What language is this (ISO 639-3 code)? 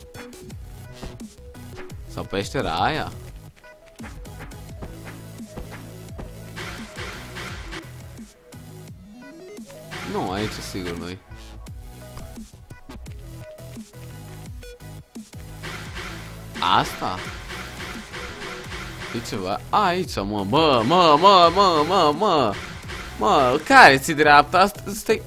ron